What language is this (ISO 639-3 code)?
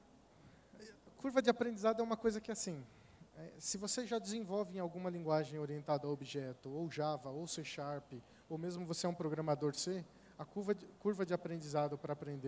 por